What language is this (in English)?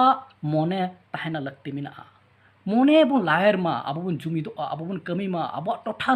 Santali